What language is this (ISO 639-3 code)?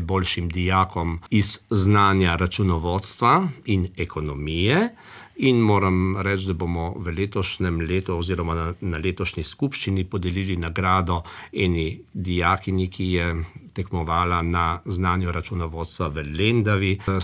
slv